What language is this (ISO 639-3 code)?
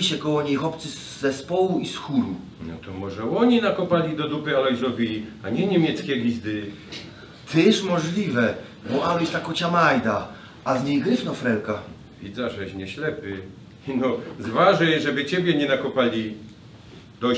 szl